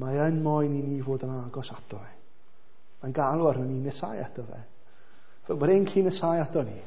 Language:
Welsh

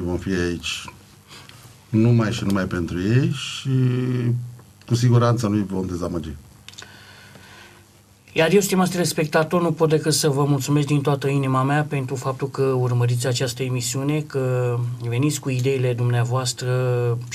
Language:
Romanian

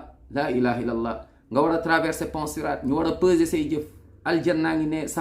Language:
Wolof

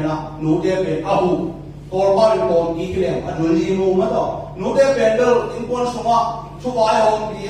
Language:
Tedim Chin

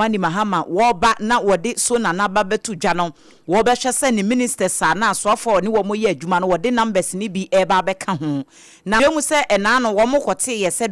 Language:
Akan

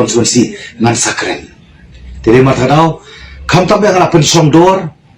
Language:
Khasi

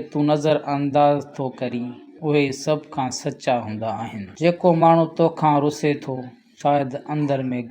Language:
Sindhi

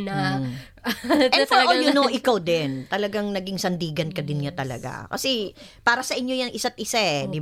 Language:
Filipino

